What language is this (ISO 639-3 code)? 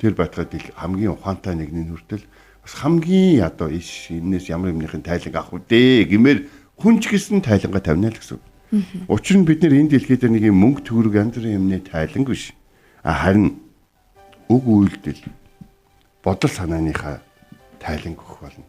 mon